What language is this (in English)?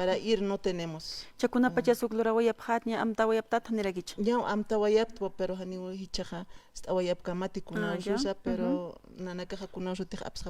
Aymara